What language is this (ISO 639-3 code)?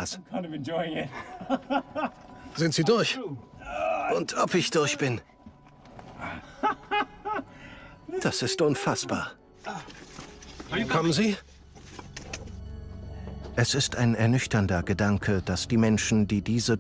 deu